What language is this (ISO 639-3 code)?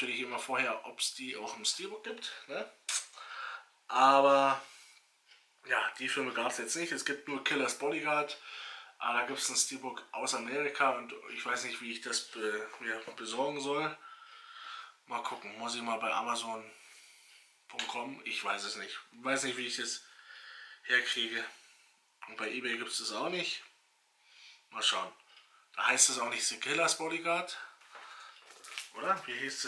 deu